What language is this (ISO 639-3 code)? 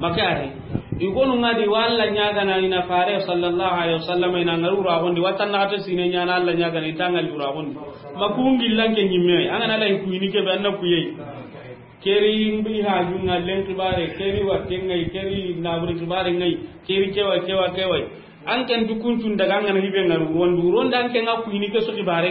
snk